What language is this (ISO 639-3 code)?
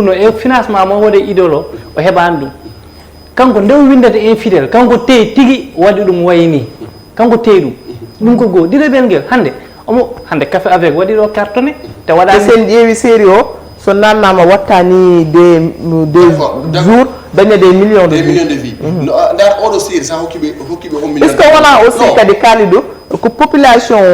ful